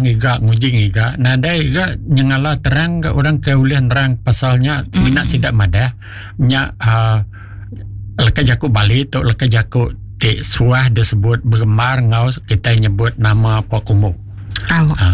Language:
Iban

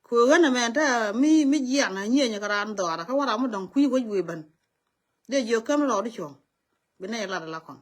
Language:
Nuer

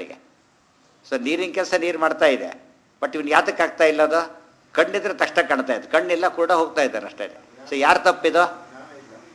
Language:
Kannada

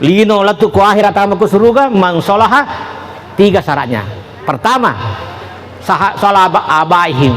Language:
Buginese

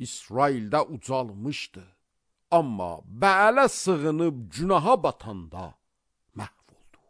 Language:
Azerbaijani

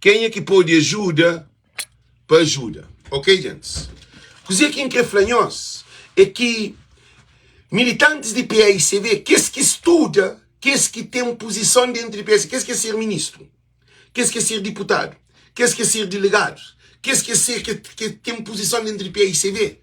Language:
Kabuverdianu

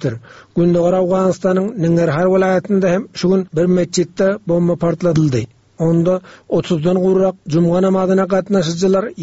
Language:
Turkmen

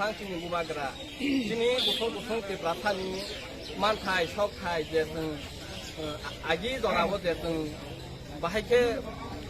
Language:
Kok Borok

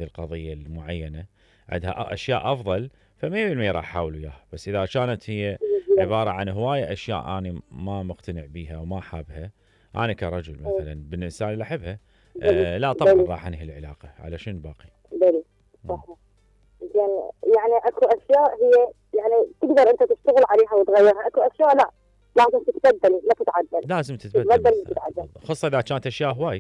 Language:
Mesopotamian Arabic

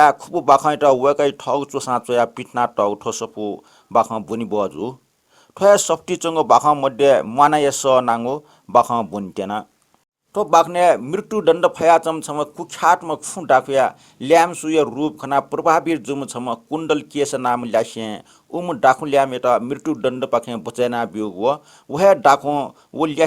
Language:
Newari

